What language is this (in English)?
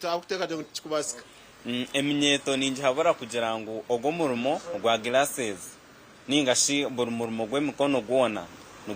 Nyankole